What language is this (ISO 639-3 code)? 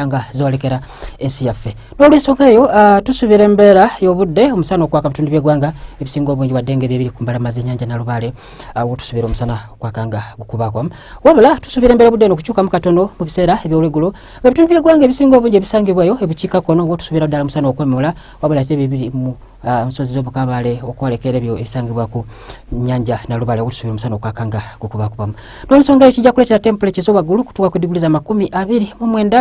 lug